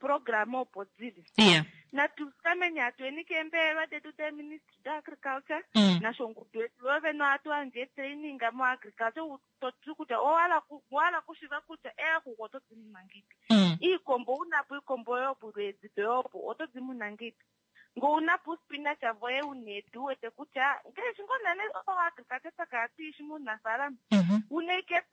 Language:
Kuanyama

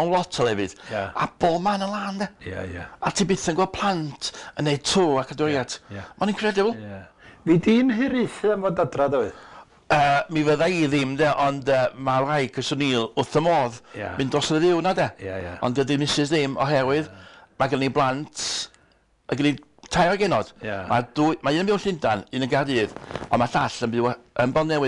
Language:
Welsh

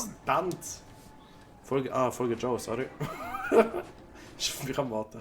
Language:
Swiss German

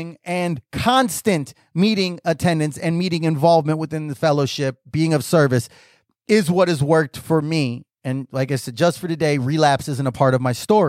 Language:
English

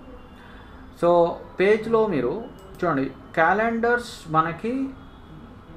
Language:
Telugu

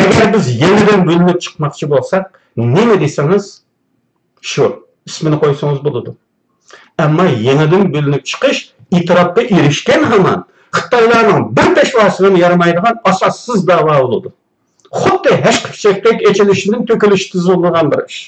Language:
Uyghur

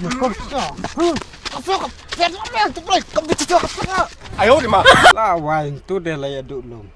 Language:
Khasi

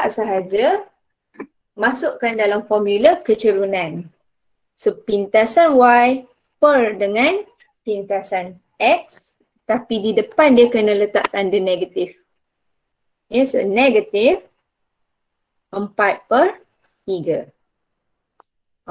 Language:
Malay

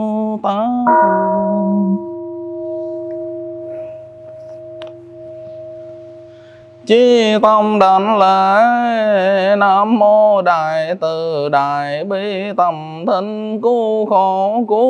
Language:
Vietnamese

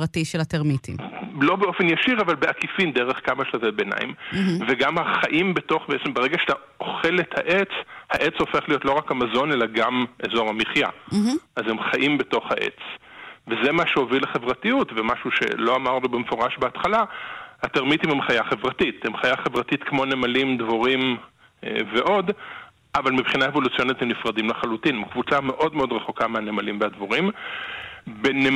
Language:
Hebrew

